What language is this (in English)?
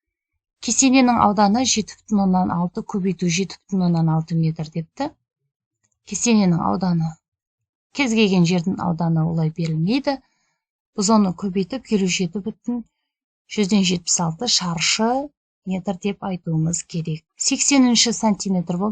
Kazakh